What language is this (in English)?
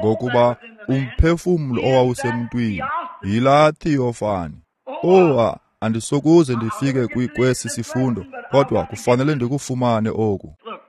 Xhosa